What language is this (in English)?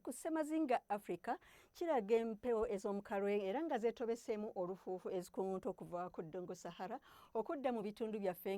Ganda